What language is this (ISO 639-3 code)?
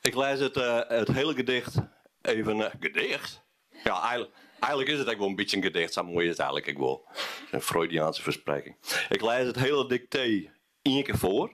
fry